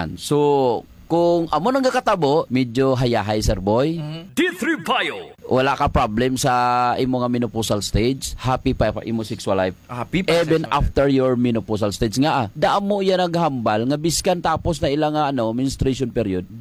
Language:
Hiligaynon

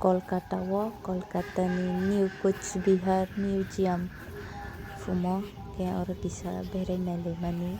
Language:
Kok Borok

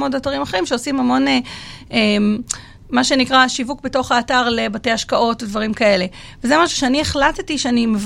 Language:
Hebrew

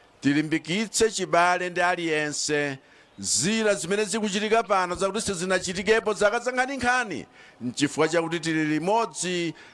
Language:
Nyanja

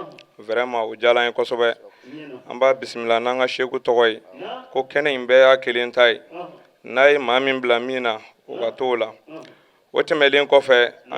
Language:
Bambara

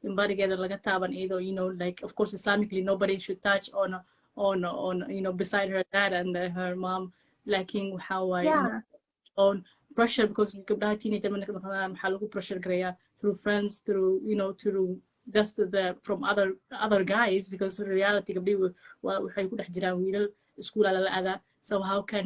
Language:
Somali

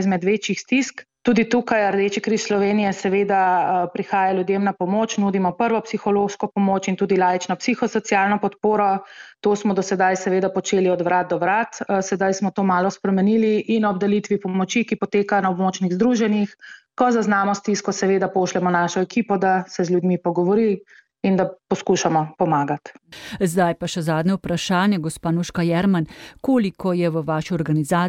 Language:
Slovenian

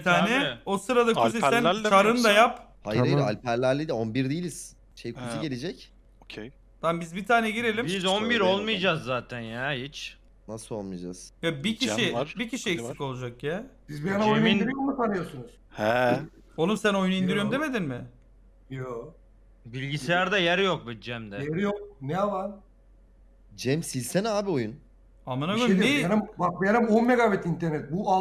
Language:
Turkish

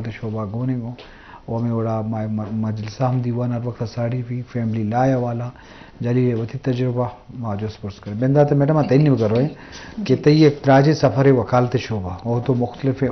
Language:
Eastern Balochi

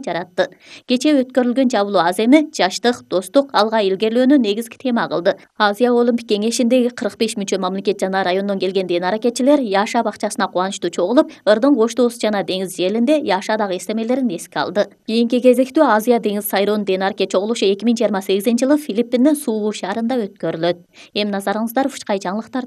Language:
Kyrgyz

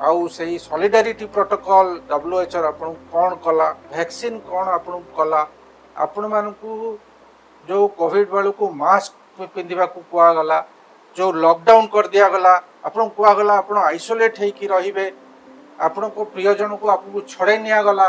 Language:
Odia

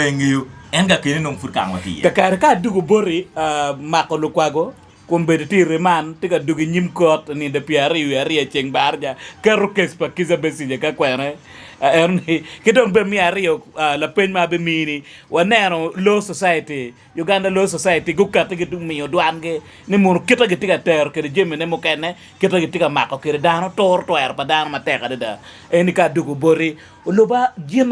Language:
Acoli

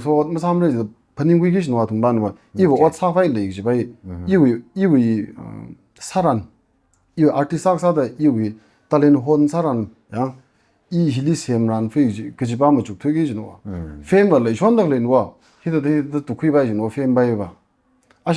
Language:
Tangkhul Naga (India)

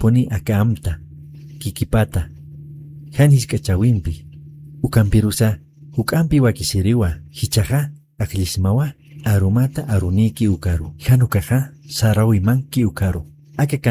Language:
Aymara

